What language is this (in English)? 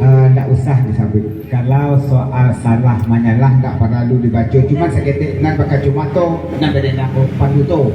Minangkabau